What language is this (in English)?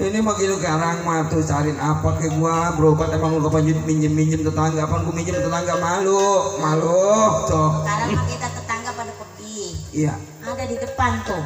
Betawi